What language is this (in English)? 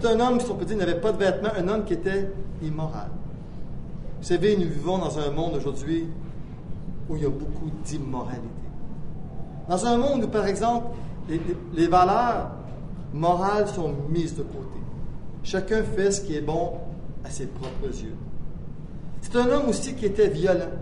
French